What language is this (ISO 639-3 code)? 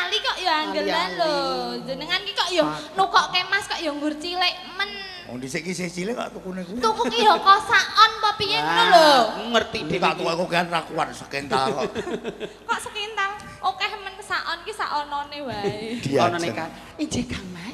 jav